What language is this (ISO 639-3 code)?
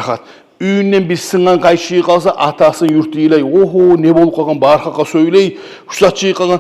kum